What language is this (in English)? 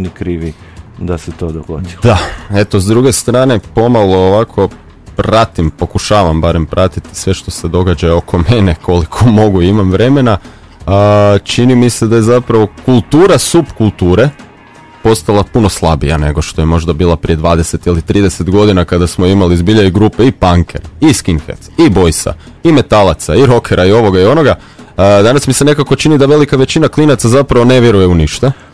Croatian